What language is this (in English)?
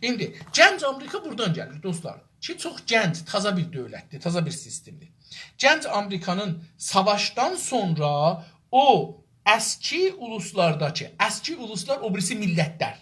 South Azerbaijani